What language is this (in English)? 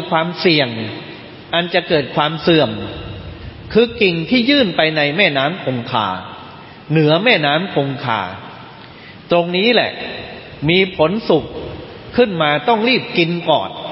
Thai